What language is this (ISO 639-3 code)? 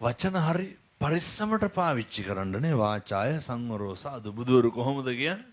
sin